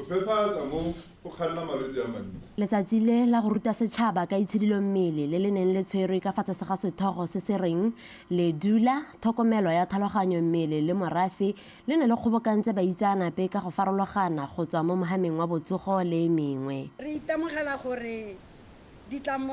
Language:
Tswana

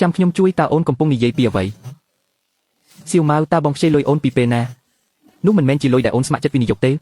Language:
Khmer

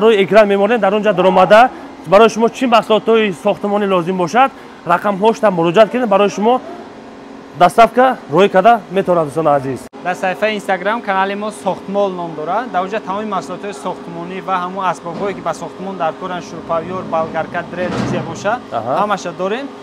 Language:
Tajik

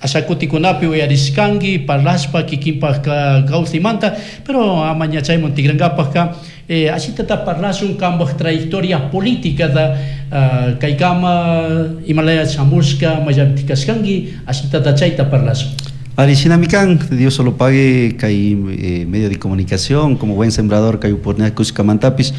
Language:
Chimborazo Highland Quichua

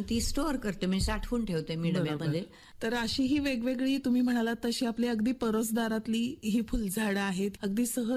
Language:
Marathi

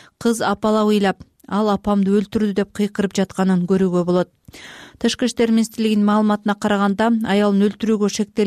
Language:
Kyrgyz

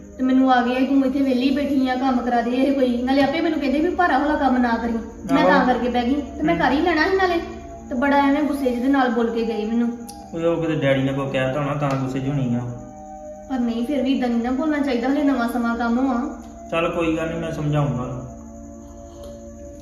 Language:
Punjabi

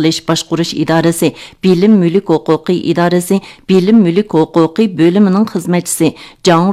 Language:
Uyghur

